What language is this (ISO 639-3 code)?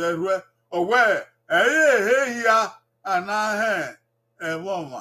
bin